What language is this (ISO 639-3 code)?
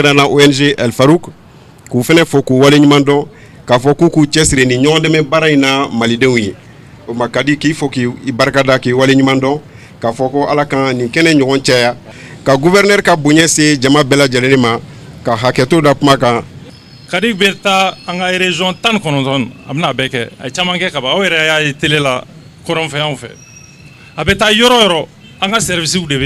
bam